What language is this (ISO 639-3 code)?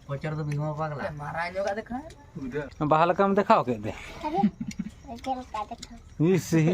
sat